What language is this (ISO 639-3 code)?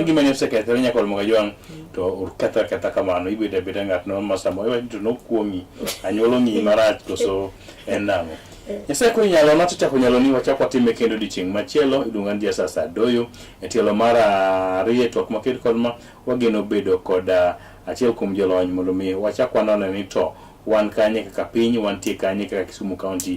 luo